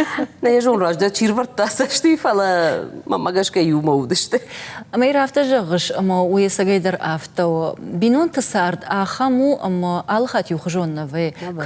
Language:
Ossetic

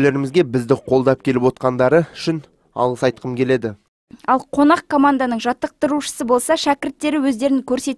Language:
Kazakh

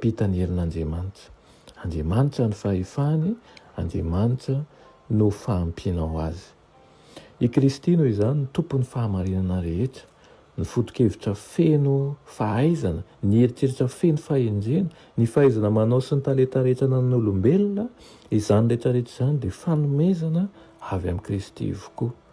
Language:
Malagasy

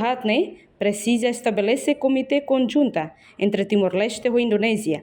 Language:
Tetum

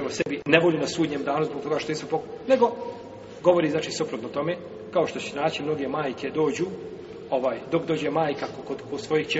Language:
Bosnian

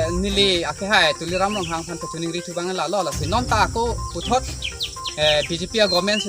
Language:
Karbi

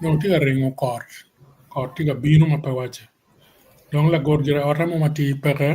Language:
Acoli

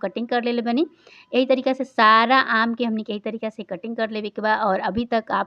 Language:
Bhojpuri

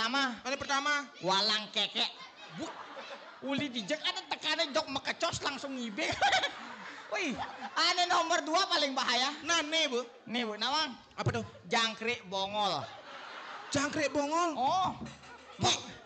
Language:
Balinese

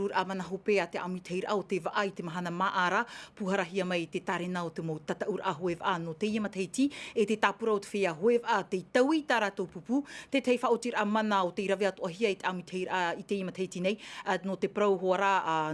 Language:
Tahitian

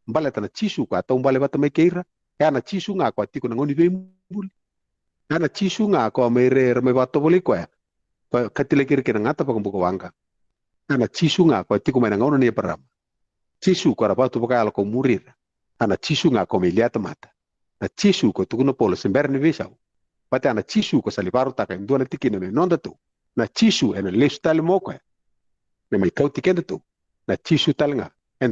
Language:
Fijian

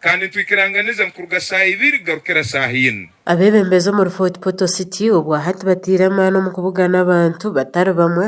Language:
Nyankole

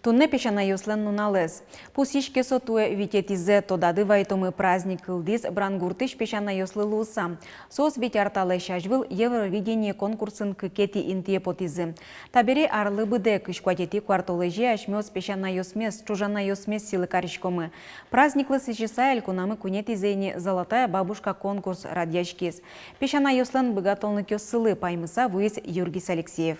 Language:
Udmurt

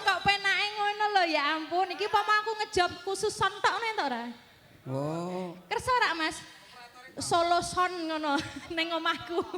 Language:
Javanese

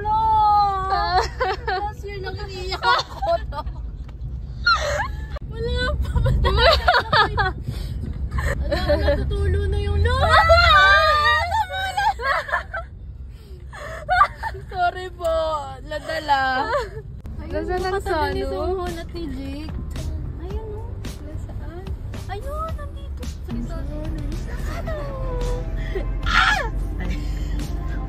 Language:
Filipino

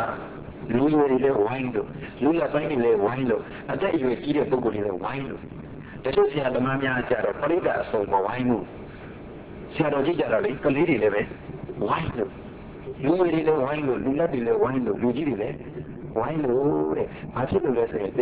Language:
Burmese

